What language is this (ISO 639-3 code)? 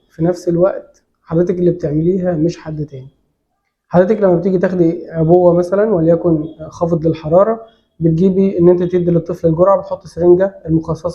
arz